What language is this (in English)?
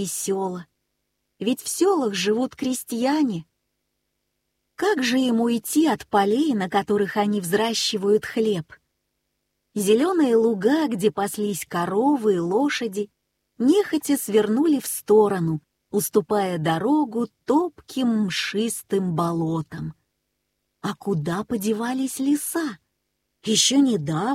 Russian